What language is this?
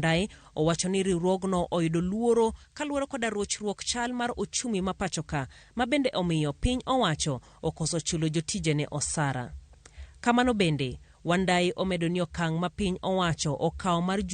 Luo (Kenya and Tanzania)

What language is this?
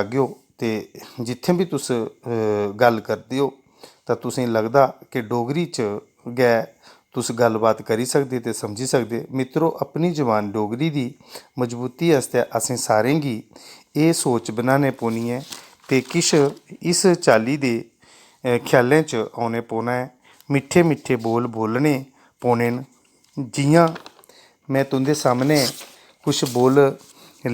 Dogri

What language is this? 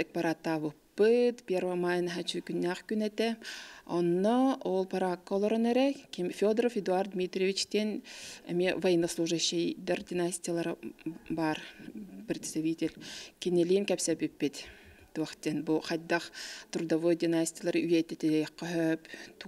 Yakut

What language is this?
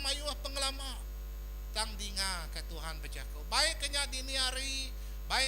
Iban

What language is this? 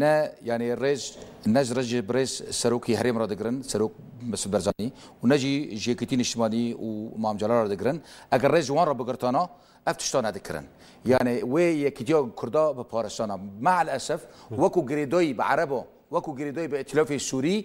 Kurdish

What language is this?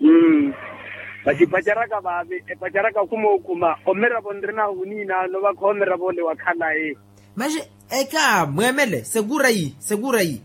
Makhuwa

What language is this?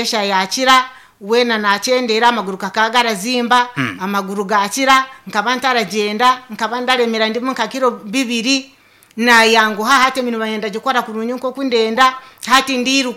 Nyankole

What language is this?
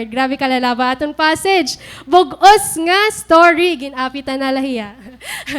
Waray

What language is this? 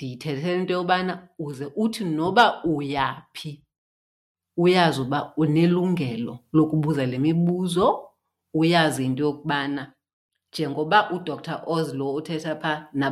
Xhosa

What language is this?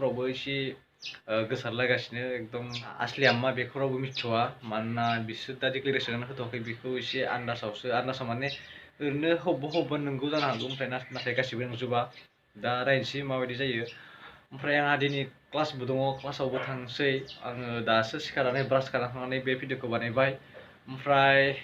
Bodo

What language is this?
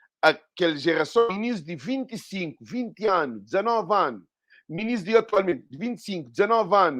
Kabuverdianu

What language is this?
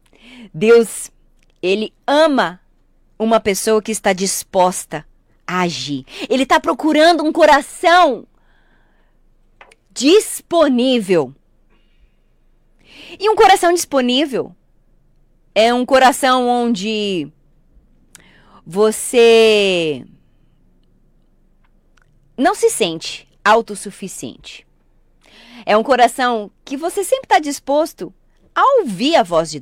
Portuguese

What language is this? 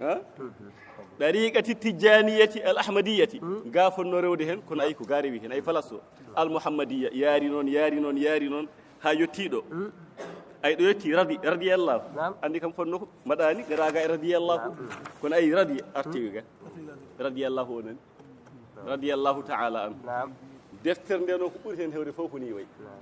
Fula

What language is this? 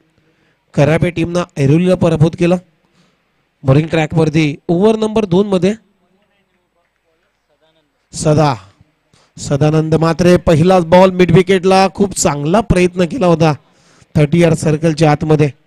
Marathi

